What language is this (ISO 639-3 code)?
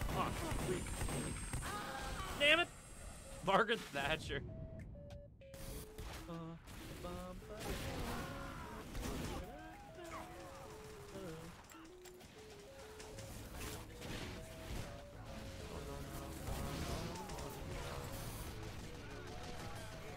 eng